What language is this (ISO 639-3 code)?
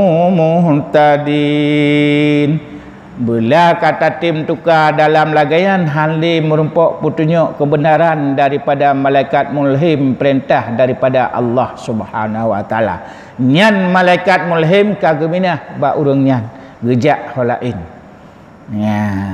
ace